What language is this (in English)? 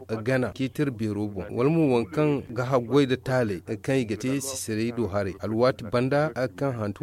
Zarma